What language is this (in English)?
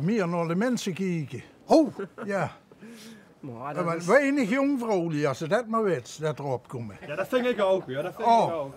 Limburgish